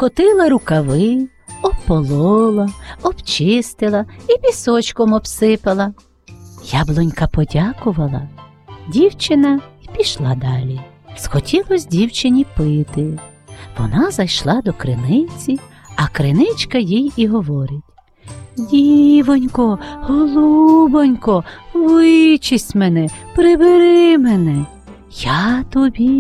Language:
Ukrainian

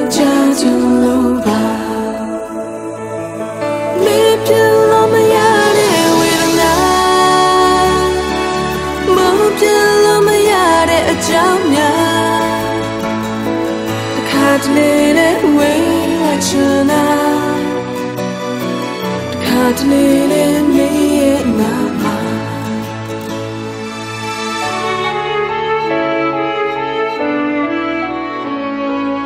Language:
Burmese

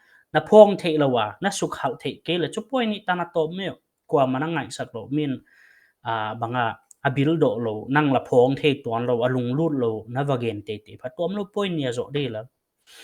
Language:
Paite Chin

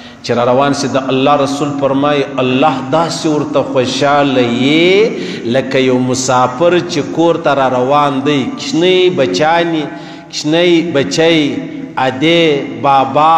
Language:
Pashto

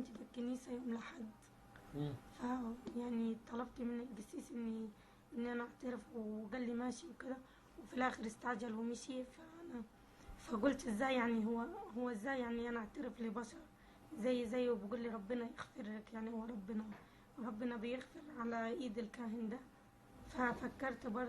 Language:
Egyptian Arabic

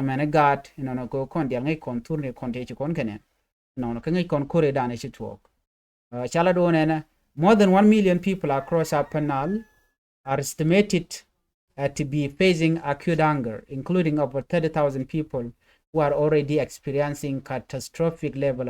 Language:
Nuer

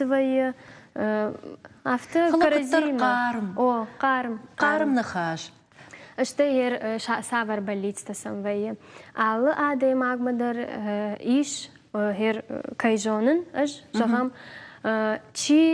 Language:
Ossetic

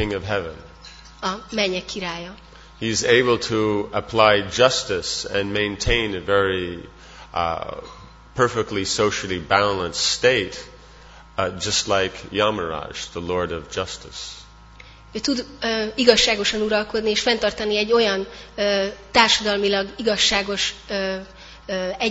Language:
Hungarian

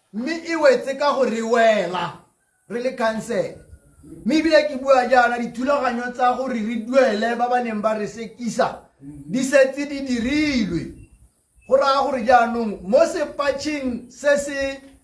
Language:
Tswana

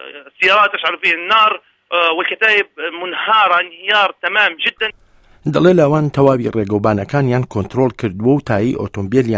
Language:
Central Kurdish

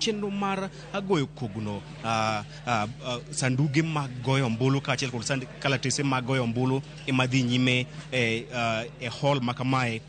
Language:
Luo (Kenya and Tanzania)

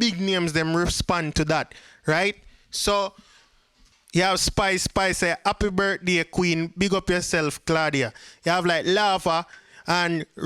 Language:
Jamaican Creole English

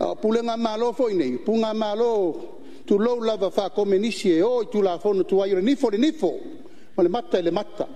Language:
Samoan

